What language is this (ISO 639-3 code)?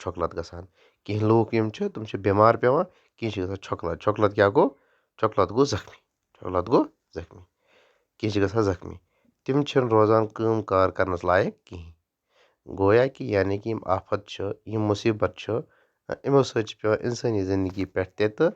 kas